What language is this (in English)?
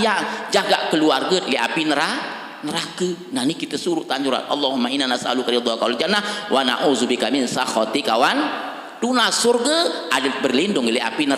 Sasak